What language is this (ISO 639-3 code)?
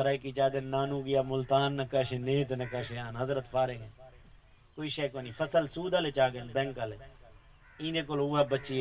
skr